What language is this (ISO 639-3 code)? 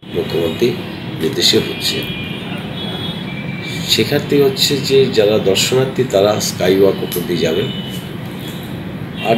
ben